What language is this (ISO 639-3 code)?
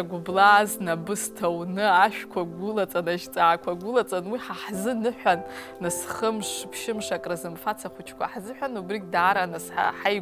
abk